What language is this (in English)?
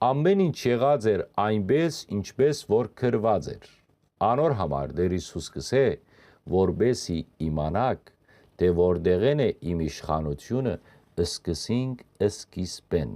Western Armenian